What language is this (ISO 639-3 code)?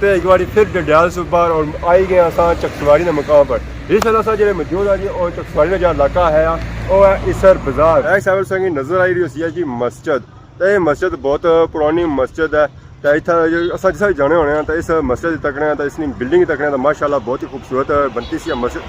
phr